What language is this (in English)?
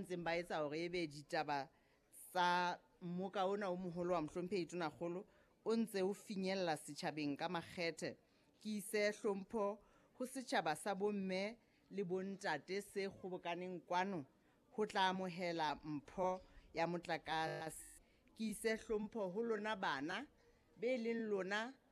Southern Sotho